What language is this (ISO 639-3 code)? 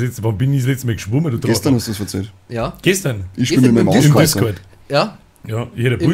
bar